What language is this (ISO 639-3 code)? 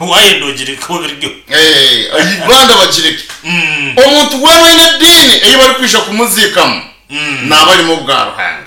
nyn